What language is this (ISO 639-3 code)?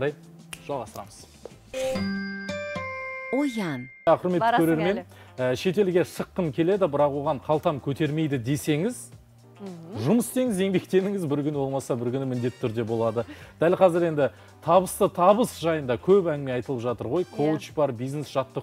kaz